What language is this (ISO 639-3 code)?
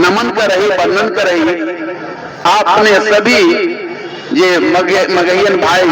mag